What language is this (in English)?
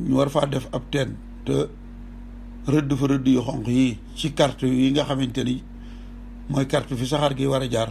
Wolof